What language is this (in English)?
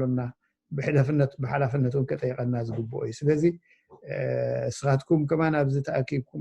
Tigrinya